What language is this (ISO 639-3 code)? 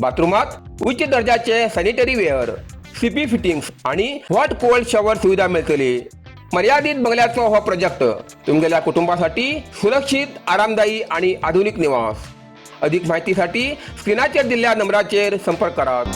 kok